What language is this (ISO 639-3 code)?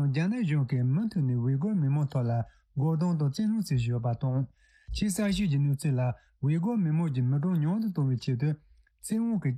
bod